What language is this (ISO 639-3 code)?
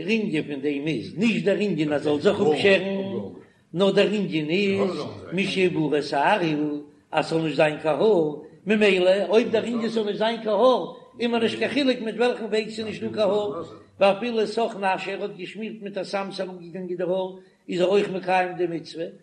yid